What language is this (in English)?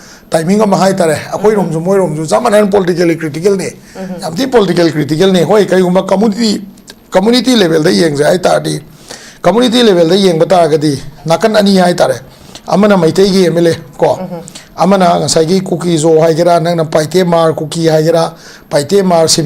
Manipuri